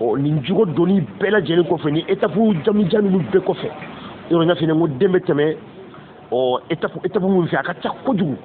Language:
Bambara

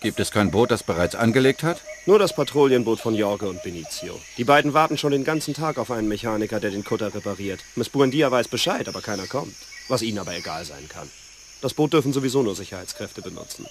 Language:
Bavarian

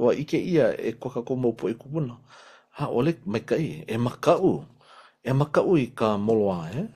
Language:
Hawaiian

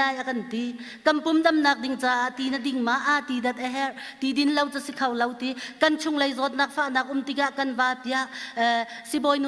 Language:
Hakha Chin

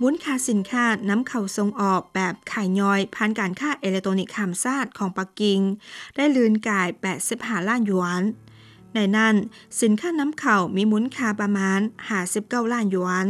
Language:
Lao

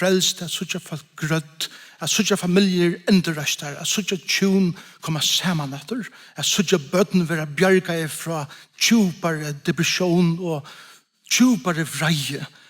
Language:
Faroese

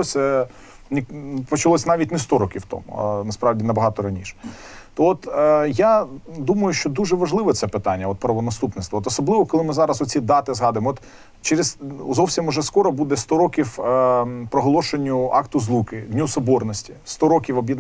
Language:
Ukrainian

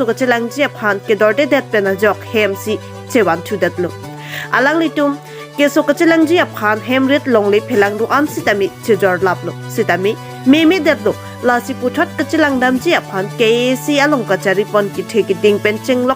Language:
Karbi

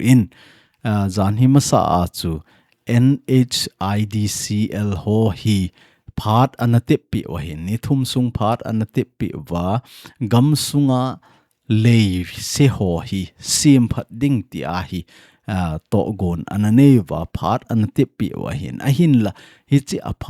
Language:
Thado Chin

